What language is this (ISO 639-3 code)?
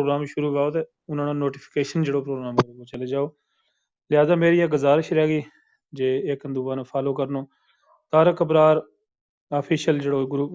gju